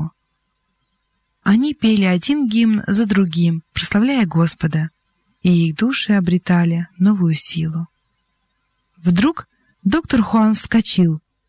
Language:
Russian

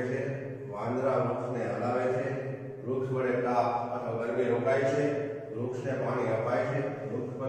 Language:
Gujarati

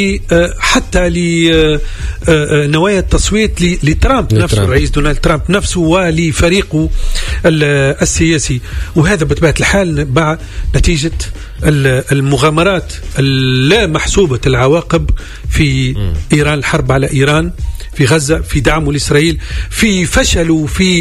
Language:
Tunisian Arabic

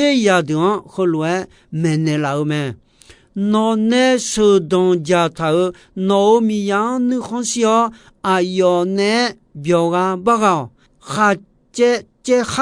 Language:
Akha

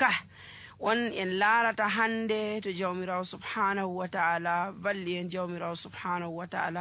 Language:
Nigerian Fulfulde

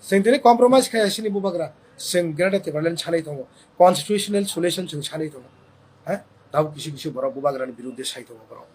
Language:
Kok Borok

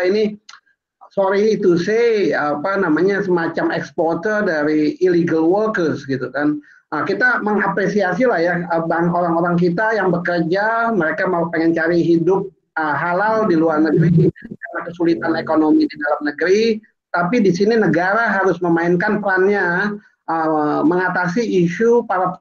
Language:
Indonesian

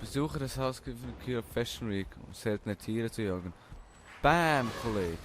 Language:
Swiss German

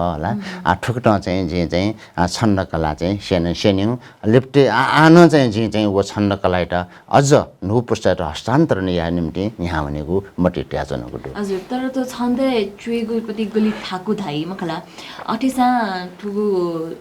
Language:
Newari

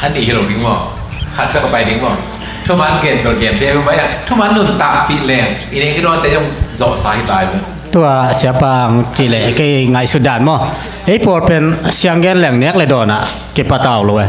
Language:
Tedim Chin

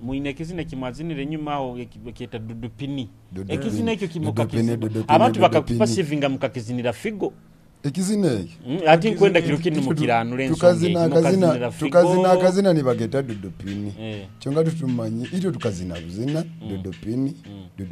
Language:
Nyoro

